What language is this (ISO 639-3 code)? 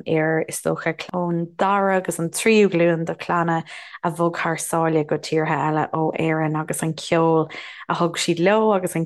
gle